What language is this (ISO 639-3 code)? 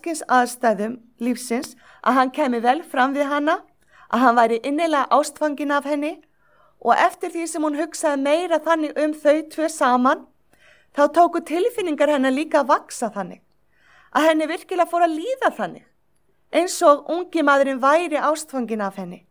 isl